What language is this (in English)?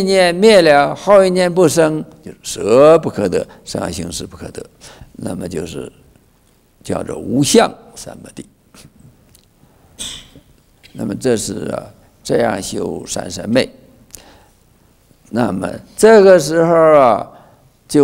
Chinese